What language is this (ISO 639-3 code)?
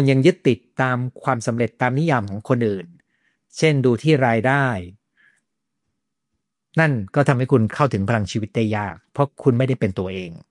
tha